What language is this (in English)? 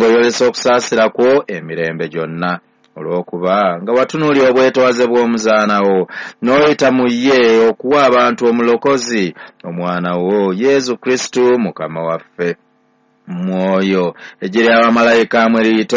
Ganda